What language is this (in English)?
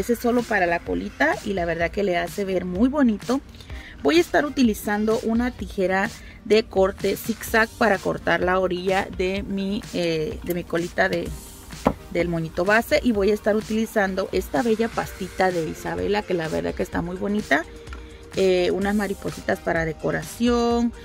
Spanish